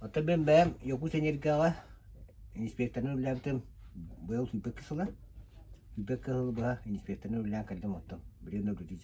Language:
Yakut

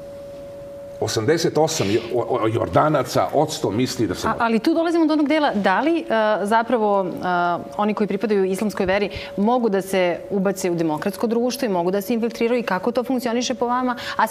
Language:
Serbian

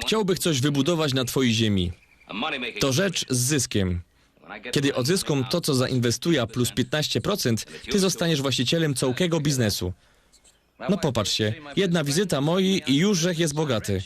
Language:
Silesian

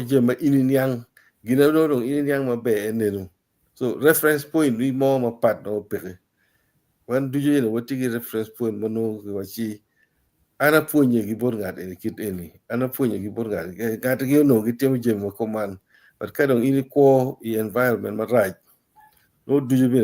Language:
Acoli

